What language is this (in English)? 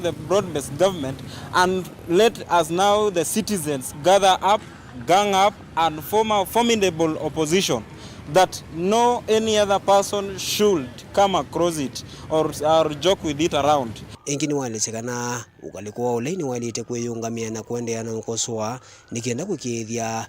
Kamba